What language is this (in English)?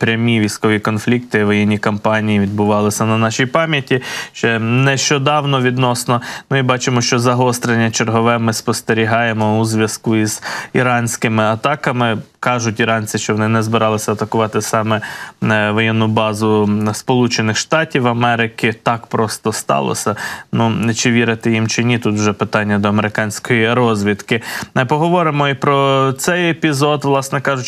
Ukrainian